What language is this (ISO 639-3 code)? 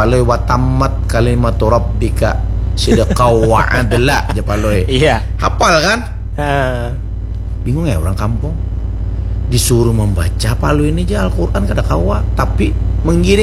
bjn